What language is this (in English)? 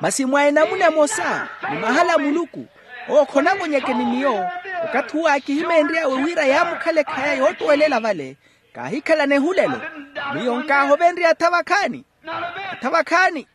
Makhuwa